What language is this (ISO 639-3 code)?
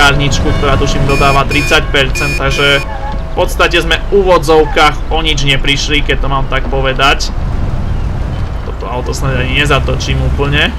slk